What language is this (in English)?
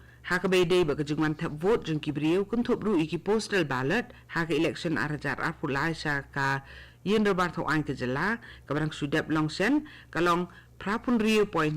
Khasi